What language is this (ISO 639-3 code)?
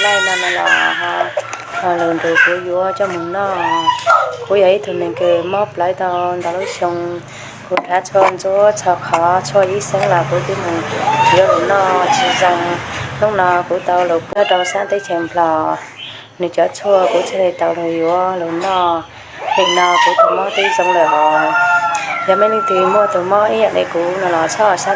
hmn